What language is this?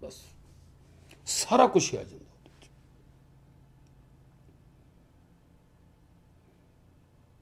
Punjabi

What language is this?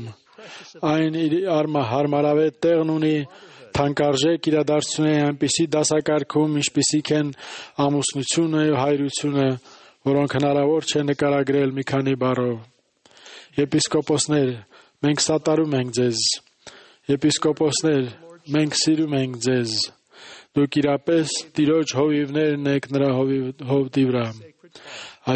Armenian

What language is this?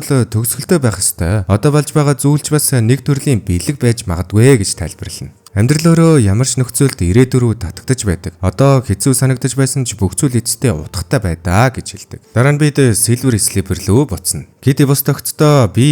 Mongolian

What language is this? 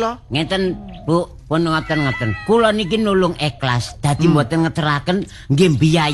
Javanese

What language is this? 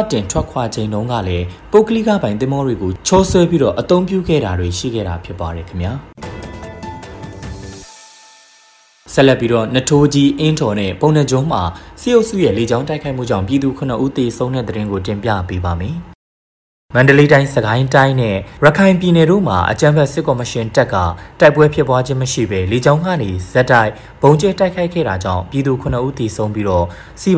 Burmese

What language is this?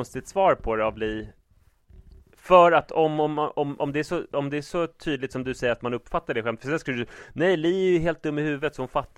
Swedish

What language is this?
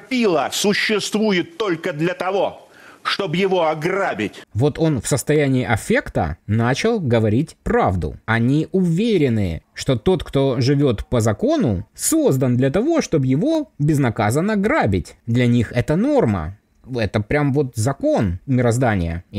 Russian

